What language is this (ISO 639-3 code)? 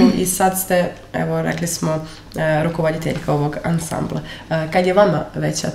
srp